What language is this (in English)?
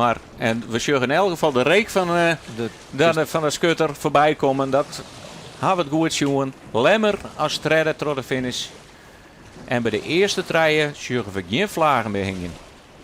Western Frisian